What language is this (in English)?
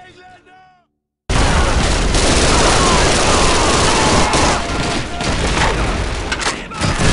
English